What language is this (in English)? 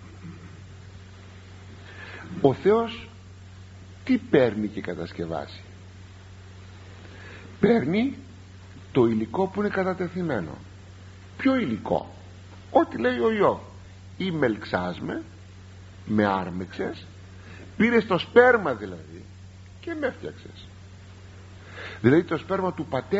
Greek